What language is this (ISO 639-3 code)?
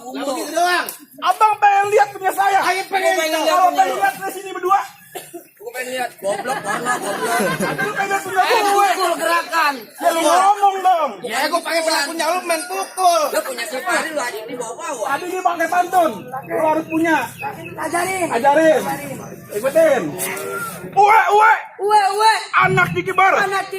bew